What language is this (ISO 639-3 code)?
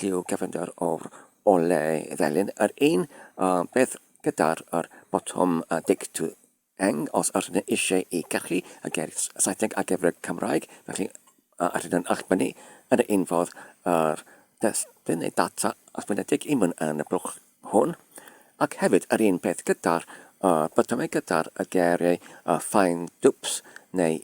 cym